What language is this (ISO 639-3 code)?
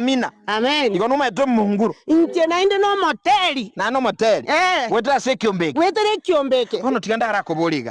guz